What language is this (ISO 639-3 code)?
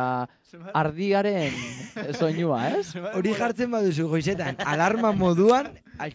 eus